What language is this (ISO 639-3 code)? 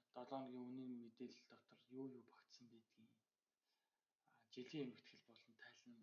mon